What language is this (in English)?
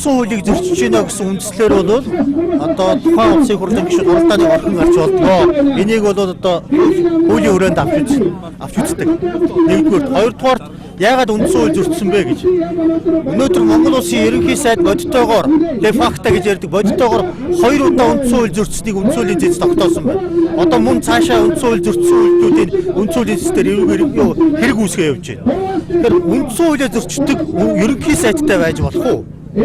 Mongolian